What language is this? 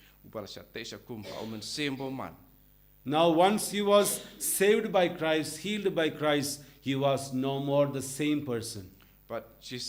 Khasi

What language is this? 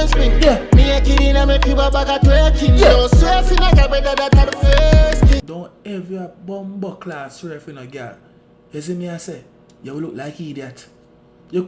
Jamaican Creole English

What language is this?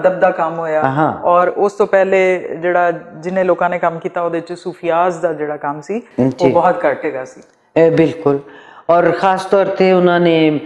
Western Panjabi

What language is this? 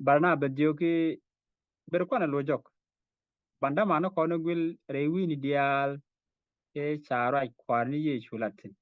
Nuer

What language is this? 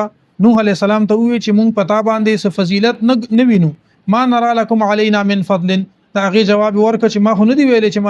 Pashto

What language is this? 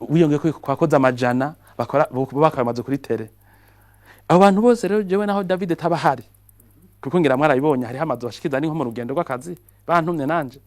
Rundi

